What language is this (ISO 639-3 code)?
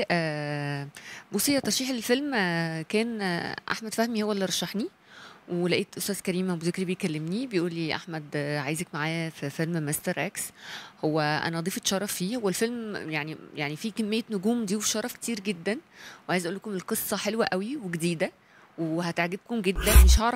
arz